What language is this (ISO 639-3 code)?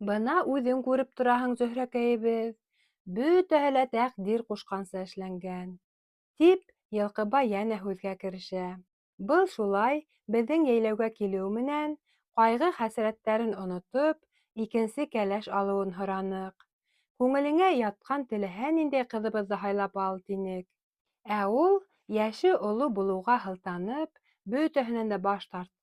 bak